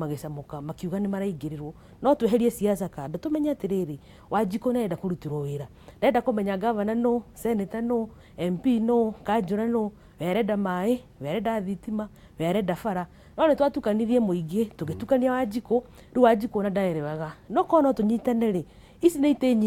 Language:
Kikuyu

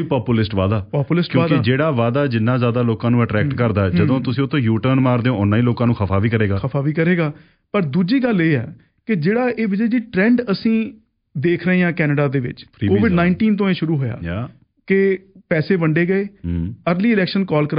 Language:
Punjabi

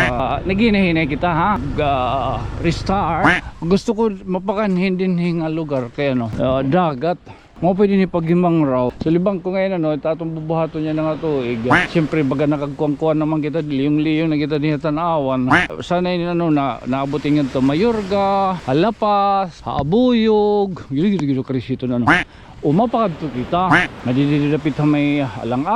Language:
Waray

